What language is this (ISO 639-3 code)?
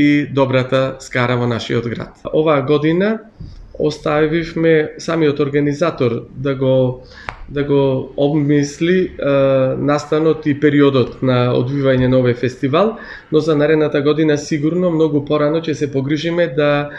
mkd